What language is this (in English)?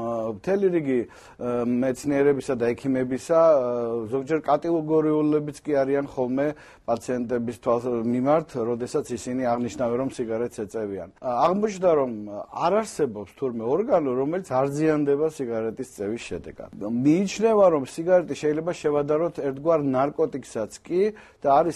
Georgian